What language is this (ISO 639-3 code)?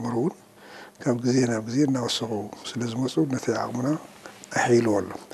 tir